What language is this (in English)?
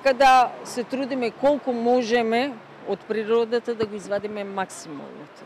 Macedonian